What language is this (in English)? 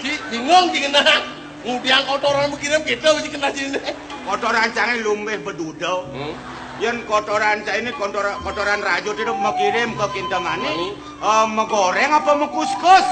Balinese